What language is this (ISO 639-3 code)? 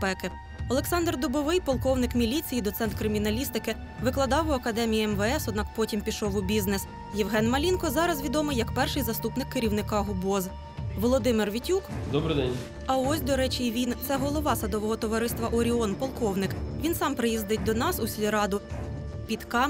ukr